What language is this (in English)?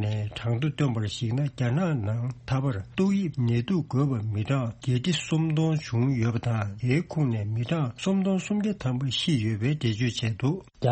Tibetan